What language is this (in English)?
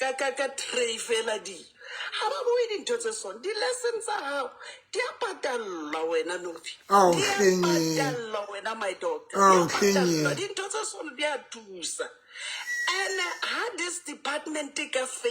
Southern Sotho